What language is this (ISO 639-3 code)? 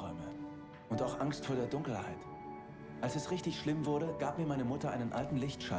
bar